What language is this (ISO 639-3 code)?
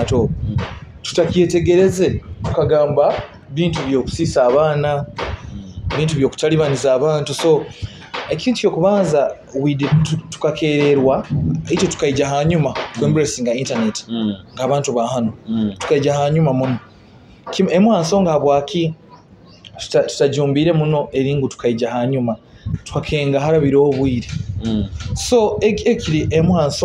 nyo